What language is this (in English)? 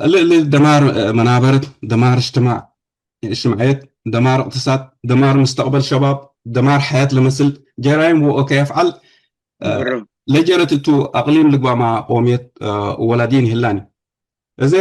Tigre